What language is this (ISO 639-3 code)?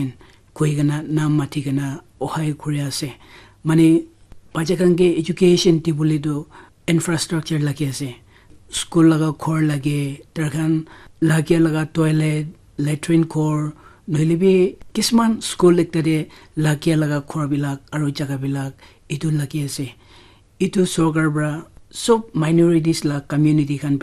nag